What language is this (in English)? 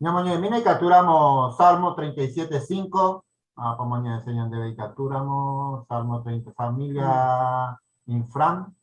Guarani